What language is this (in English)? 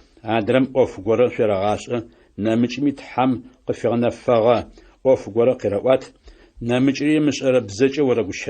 Adyghe